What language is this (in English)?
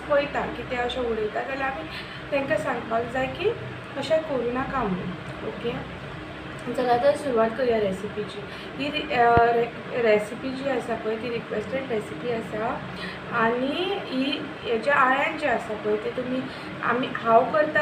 Konkani